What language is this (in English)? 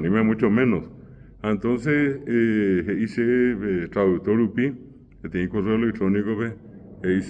Guarani